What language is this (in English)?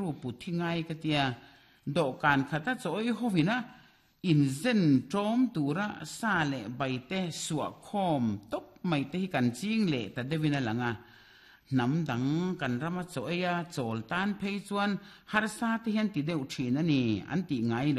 Mizo